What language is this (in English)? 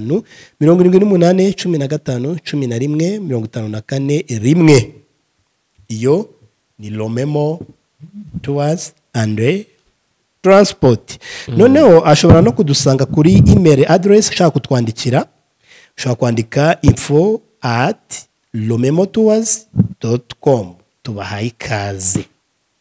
Kinyarwanda